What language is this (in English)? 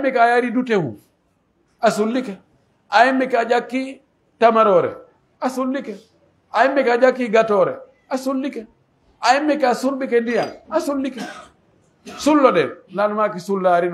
Pular